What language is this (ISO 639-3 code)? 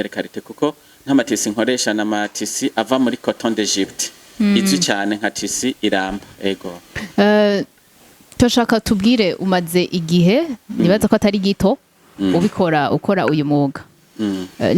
run